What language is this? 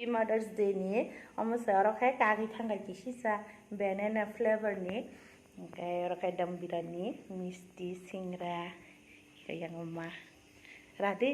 Kok Borok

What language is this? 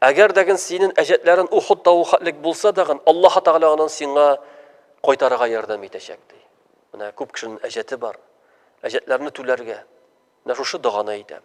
Tatar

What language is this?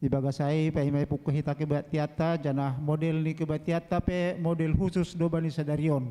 Batak Simalungun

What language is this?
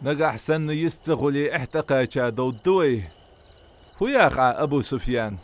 Ingush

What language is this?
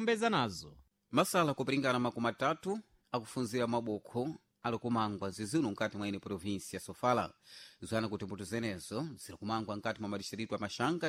Sena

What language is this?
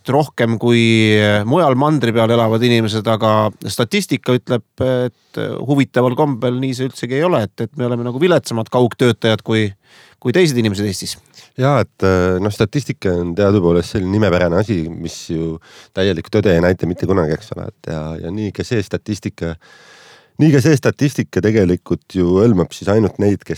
Estonian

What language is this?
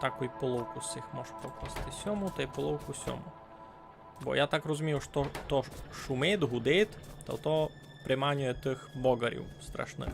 Rusyn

